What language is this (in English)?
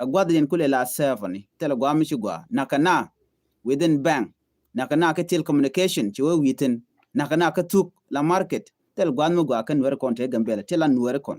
Nuer